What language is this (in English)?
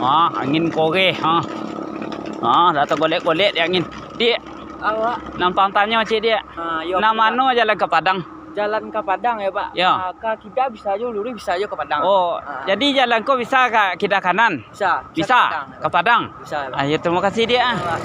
Minangkabau